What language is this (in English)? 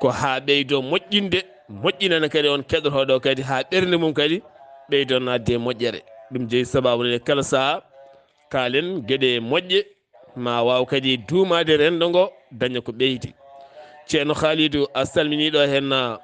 Fula